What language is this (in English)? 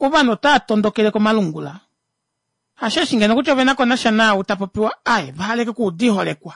Kuanyama